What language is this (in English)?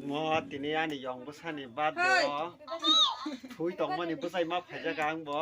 Kok Borok